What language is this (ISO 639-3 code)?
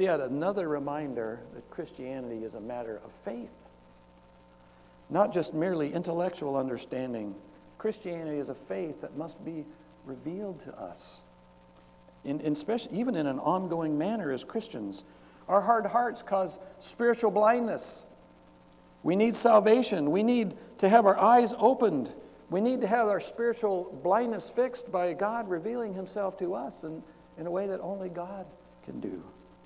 eng